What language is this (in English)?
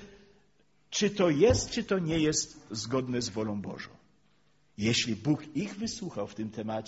Polish